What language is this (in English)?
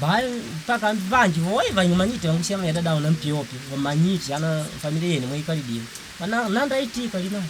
Makonde